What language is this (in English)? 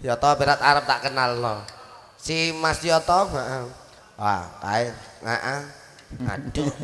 Javanese